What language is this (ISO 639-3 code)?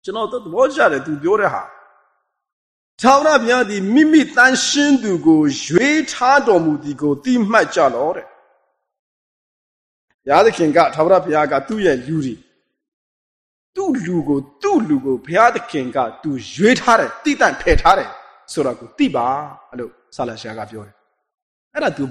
mya